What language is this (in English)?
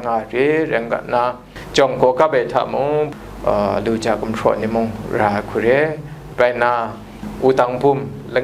Kachin